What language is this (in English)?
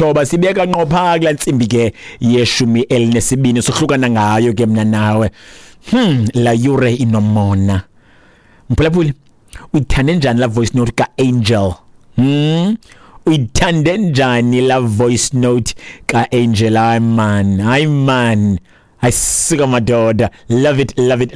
Xhosa